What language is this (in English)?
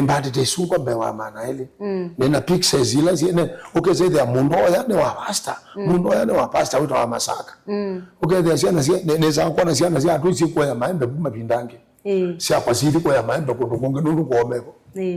Kamba